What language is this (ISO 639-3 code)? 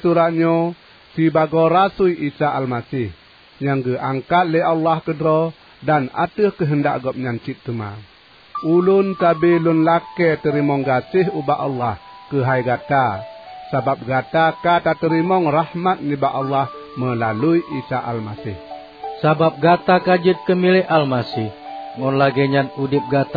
ace